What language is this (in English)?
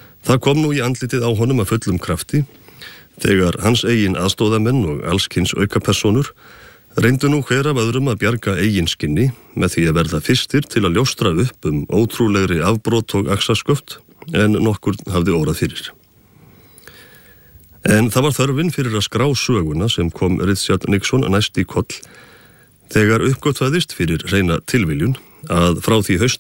Icelandic